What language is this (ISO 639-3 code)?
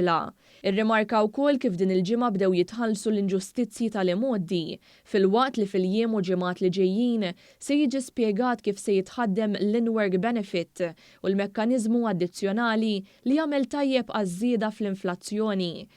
mlt